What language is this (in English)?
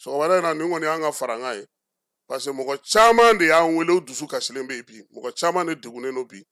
Bambara